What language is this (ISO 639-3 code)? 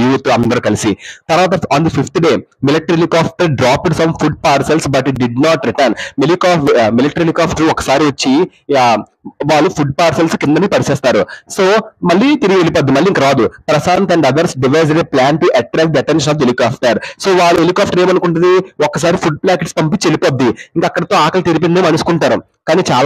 tel